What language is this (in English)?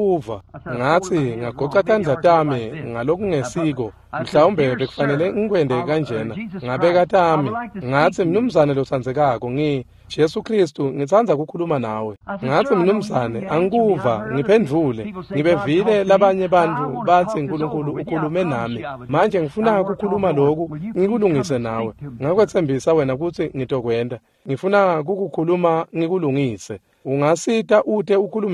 Swati